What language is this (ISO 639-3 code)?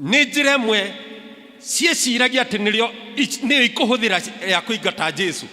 kik